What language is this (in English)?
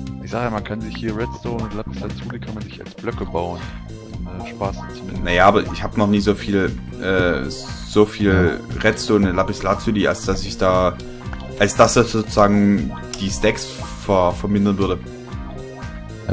German